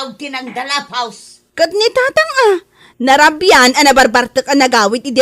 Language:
Iloko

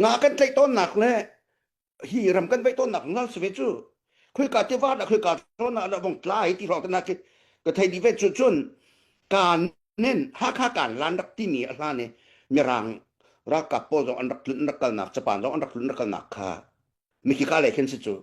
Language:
Hakha Chin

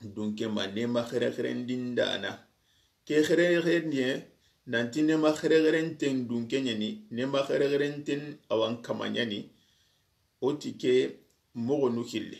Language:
Soninke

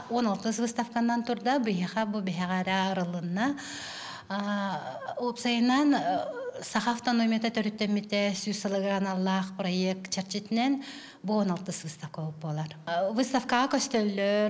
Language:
Yakut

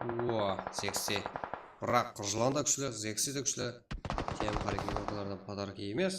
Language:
Kara-Kalpak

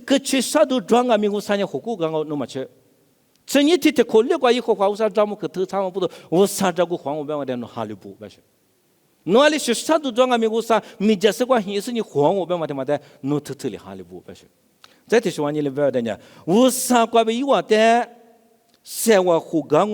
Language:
Lisu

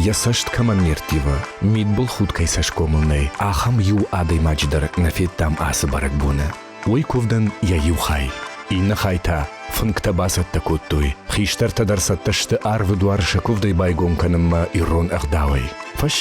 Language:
Ossetic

